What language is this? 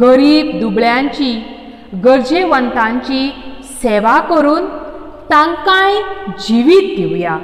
Konkani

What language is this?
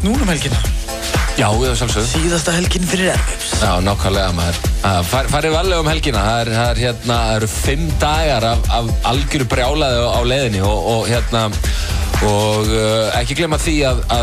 Icelandic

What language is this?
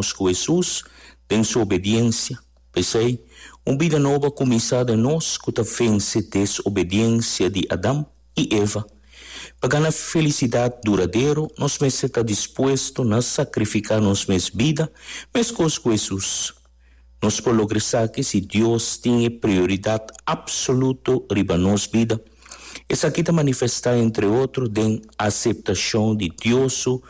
Papiamento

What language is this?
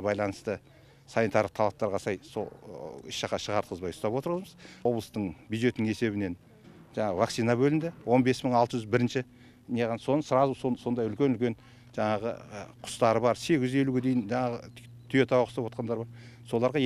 Kazakh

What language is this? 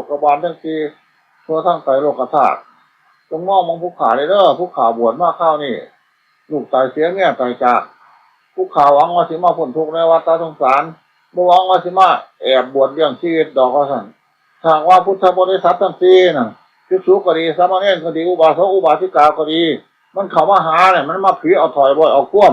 Northeastern Thai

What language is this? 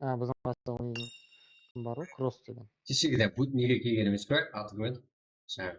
Kara-Kalpak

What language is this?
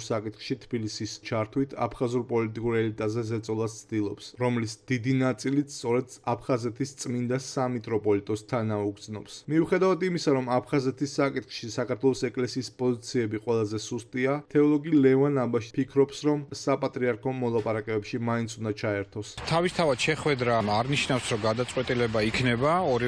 Georgian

